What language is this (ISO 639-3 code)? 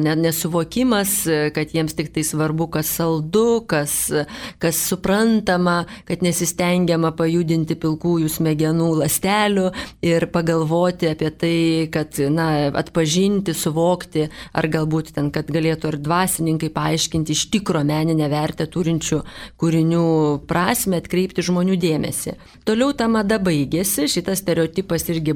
lit